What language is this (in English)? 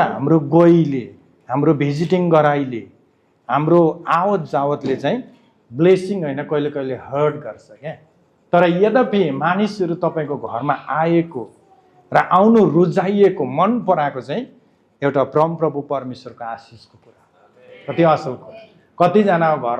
Nepali